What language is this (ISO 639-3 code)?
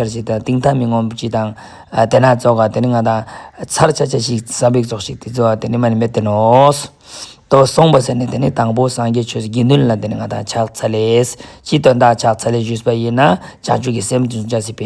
lbj